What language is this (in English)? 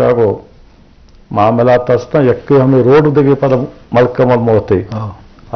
Eastern Balochi